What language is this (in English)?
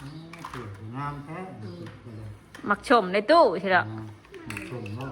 Northeastern Thai